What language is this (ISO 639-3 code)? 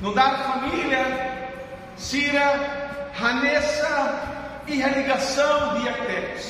tet